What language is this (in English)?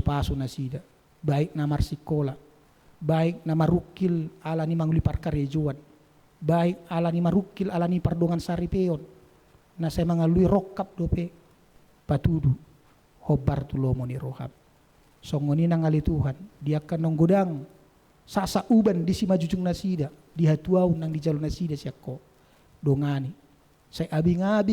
Batak Toba